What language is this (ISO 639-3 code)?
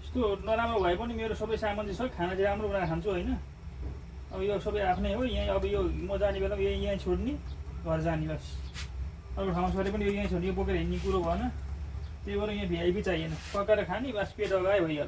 nep